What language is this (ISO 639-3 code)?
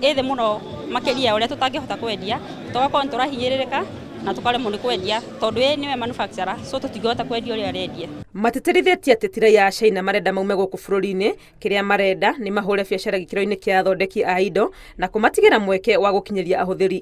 kik